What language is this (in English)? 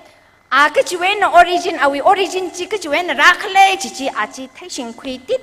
Tangkhul Naga (India)